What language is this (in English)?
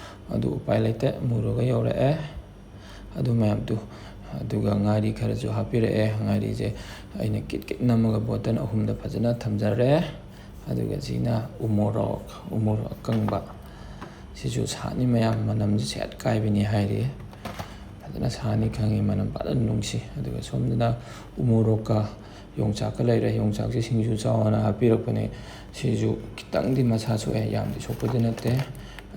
Manipuri